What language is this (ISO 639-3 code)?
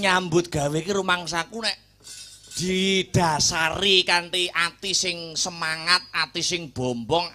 jav